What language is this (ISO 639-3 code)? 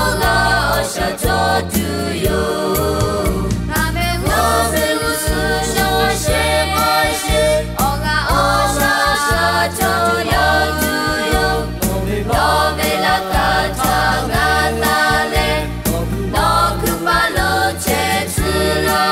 lhu